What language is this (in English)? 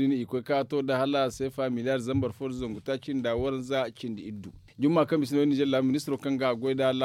Zarma